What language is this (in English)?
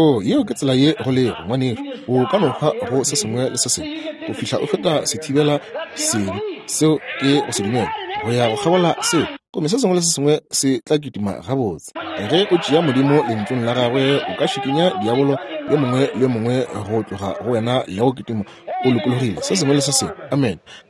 Northern Sotho